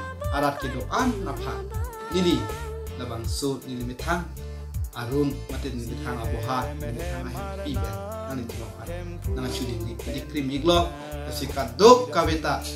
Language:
Karbi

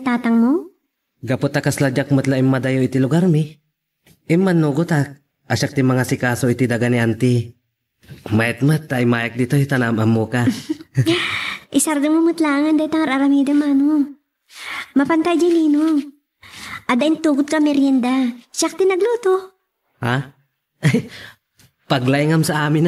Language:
Iloko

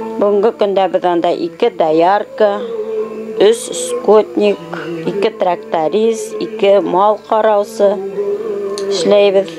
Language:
Bashkir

